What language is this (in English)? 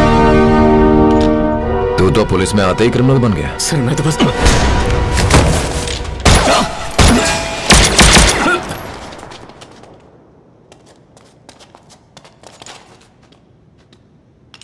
Hindi